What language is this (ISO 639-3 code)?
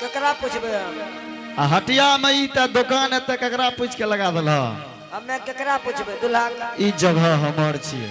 anp